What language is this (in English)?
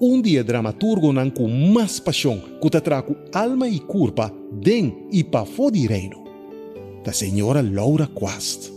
Papiamento